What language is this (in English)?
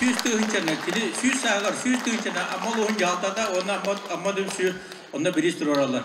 Yakut